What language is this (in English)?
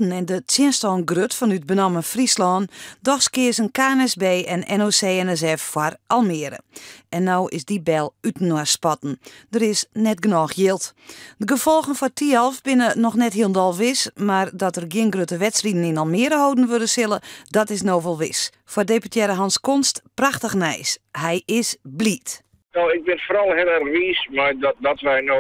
Western Frisian